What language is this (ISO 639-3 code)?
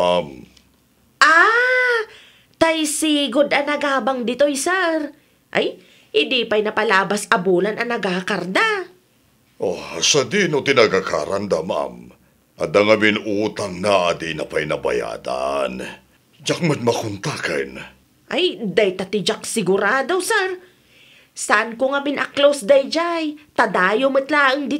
ilo